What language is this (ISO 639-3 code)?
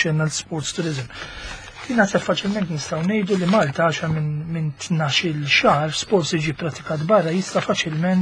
mlt